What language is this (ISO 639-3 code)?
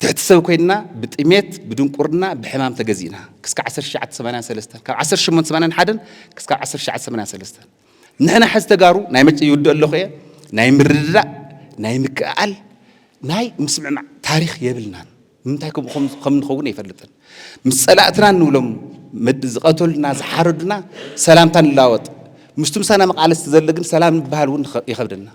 tir